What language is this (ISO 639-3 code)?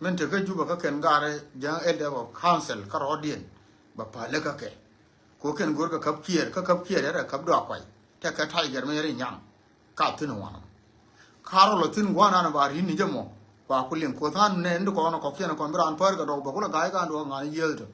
nus